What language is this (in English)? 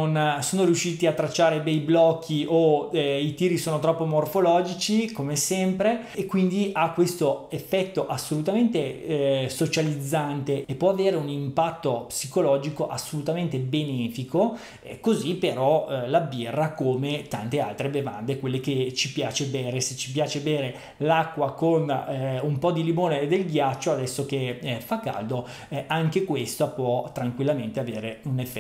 Italian